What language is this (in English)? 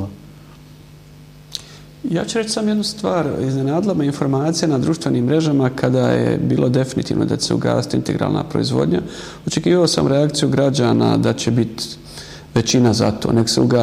Bosnian